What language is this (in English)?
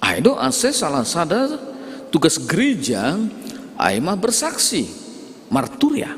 Batak Simalungun